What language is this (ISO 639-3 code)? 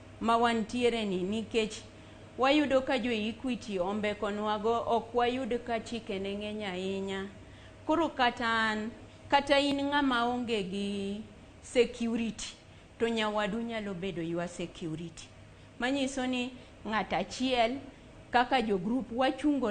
luo